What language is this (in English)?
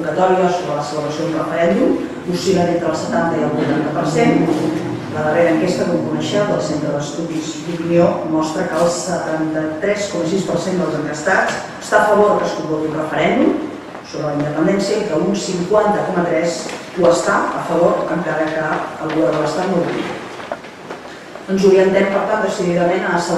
Catalan